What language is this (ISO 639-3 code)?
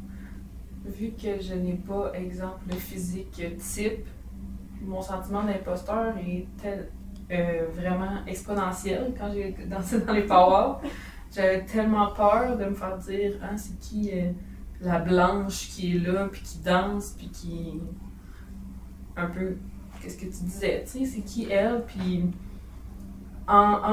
fra